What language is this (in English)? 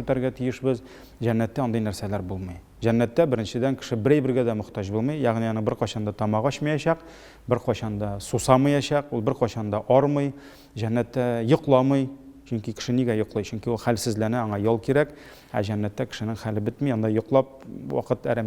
Tatar